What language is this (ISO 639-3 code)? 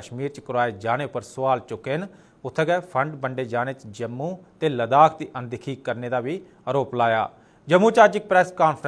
doi